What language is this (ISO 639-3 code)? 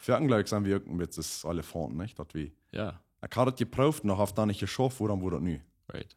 pdt